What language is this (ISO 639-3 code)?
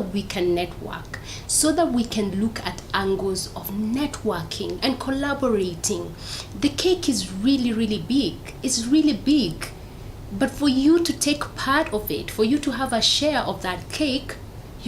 mer